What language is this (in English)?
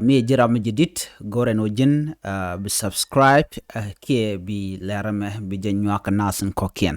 Nuer